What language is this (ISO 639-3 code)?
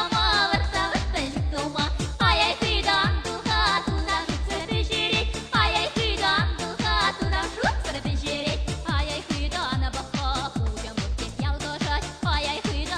chv